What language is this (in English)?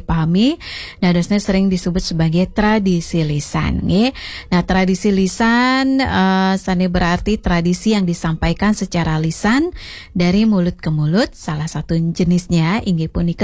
Balinese